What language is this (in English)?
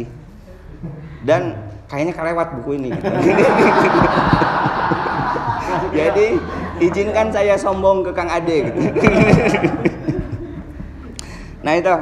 Indonesian